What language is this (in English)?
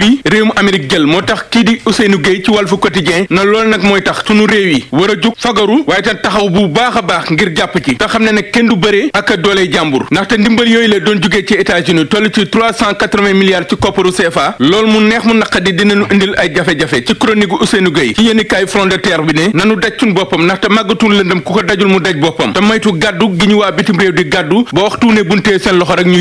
Wolof